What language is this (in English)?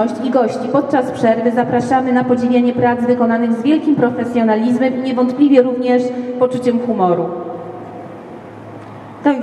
Polish